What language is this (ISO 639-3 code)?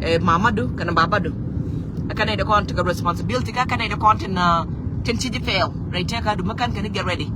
nus